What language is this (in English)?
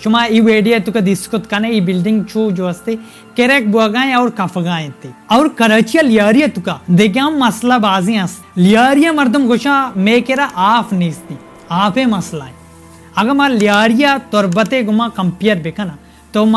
Baluchi